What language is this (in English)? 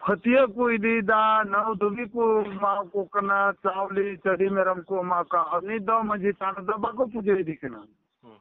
Santali